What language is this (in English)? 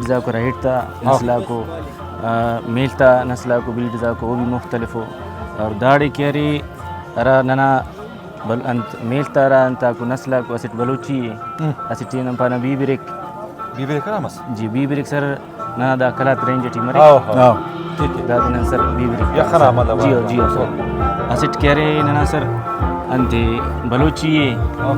Brahui